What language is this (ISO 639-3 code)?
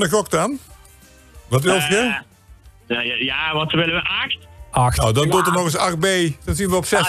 lim